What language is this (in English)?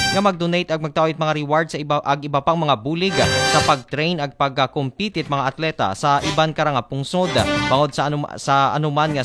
Aklanon